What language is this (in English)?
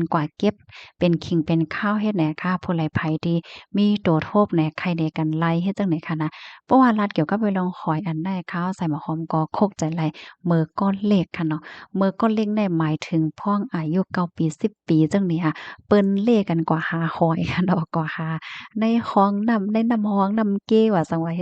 Shan